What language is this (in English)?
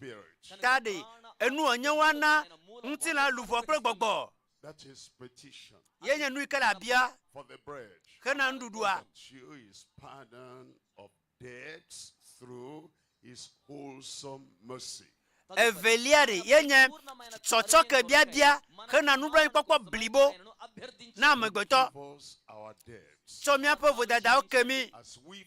Ewe